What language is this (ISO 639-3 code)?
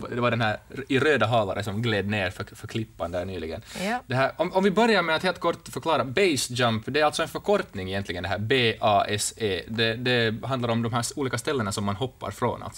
swe